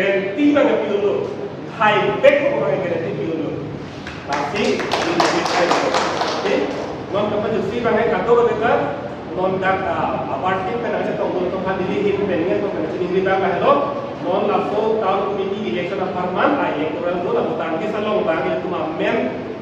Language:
Karbi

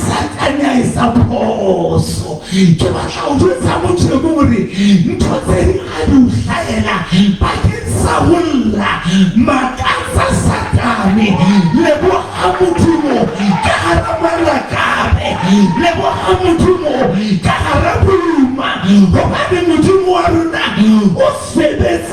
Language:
Southern Sotho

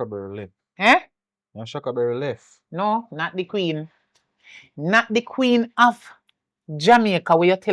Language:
Jamaican Creole English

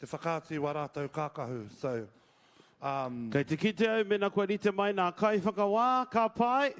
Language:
Māori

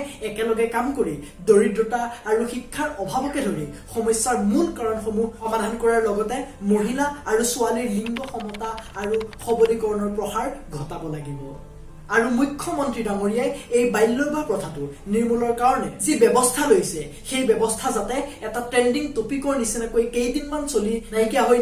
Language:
Assamese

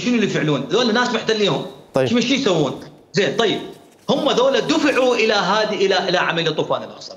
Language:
Mesopotamian Arabic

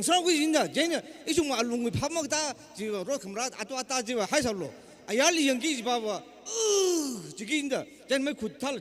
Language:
Tangkhul Naga (India)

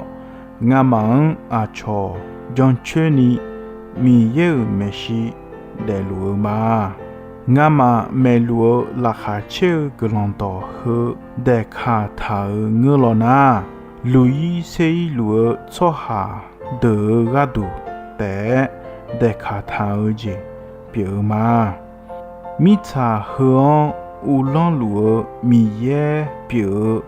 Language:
Akha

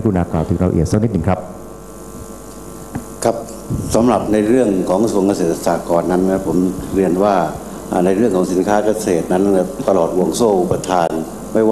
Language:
Thai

